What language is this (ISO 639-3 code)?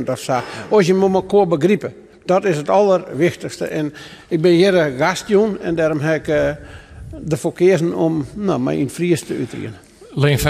fry